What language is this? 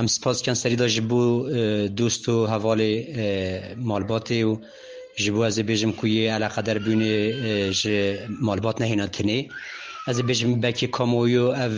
Kurdish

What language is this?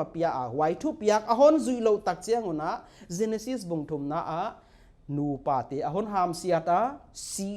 Paite Chin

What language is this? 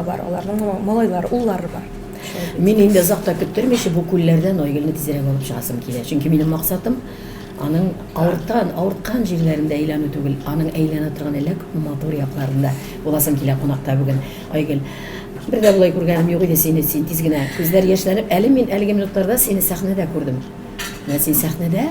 Tatar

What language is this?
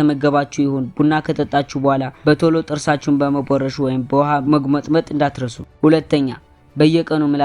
Amharic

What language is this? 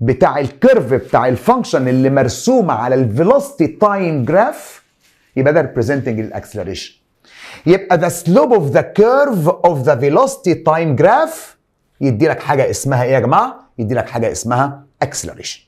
Egyptian Arabic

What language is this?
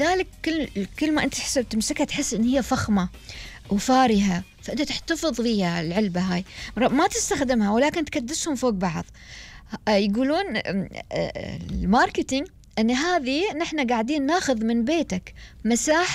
Gulf Arabic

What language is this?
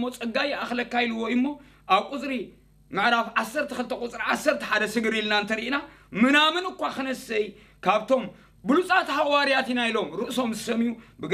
Tigrinya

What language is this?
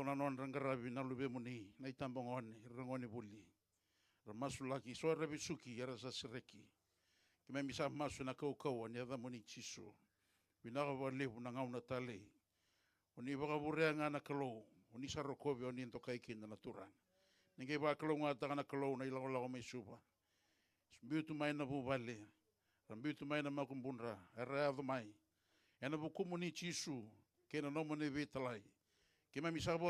Fijian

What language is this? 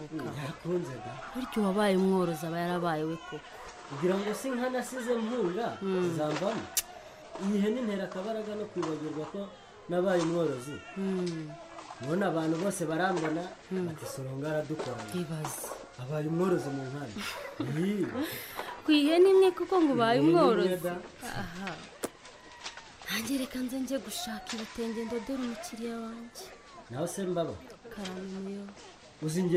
Kinyarwanda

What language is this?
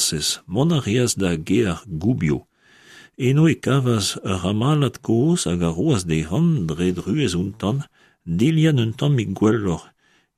Breton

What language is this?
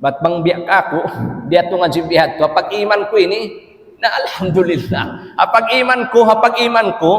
Tausug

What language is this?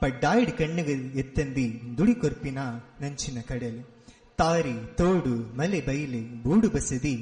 Tulu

